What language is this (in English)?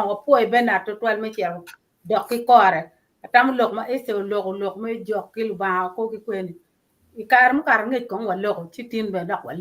Acoli